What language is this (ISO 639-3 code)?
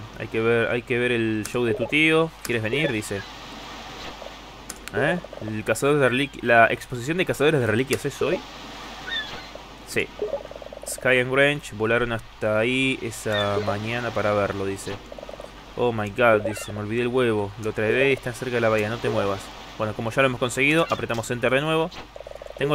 spa